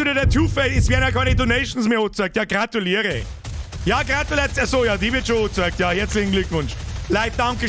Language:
Bavarian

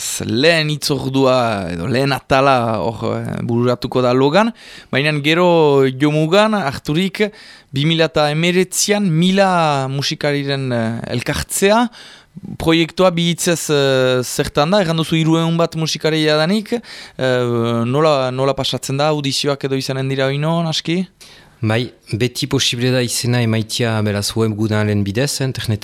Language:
Basque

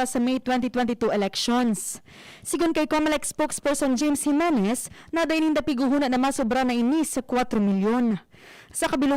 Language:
Bikol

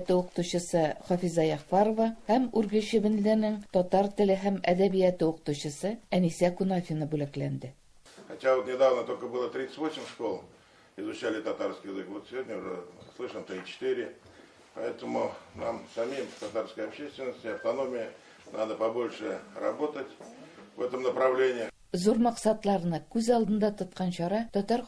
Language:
Tatar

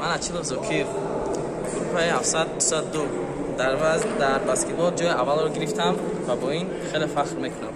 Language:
Tajik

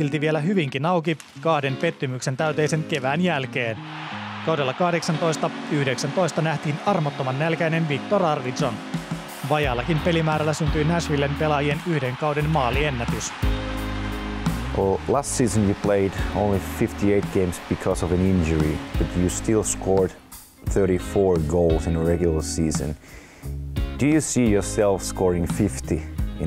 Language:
Finnish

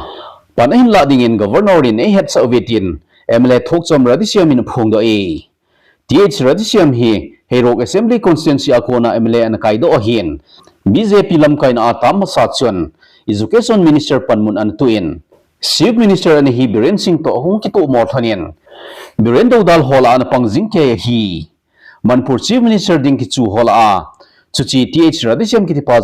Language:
Thado Chin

